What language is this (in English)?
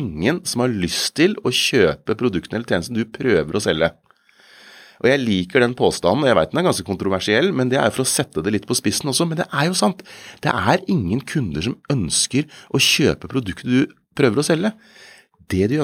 Norwegian